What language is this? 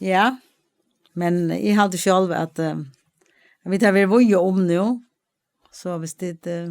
Faroese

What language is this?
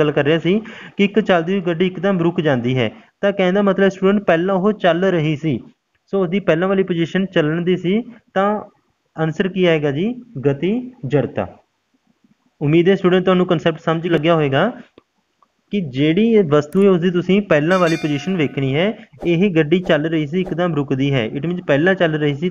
Punjabi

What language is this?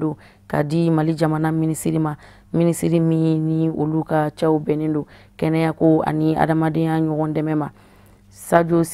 Bambara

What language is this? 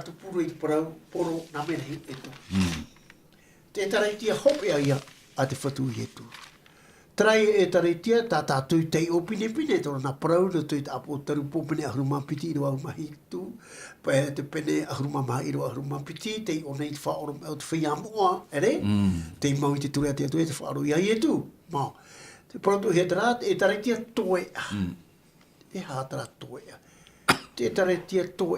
Tahitian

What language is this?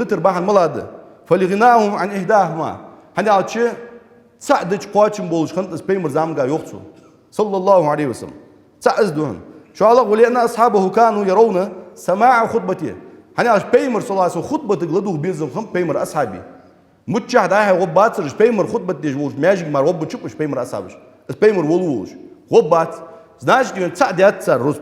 Ingush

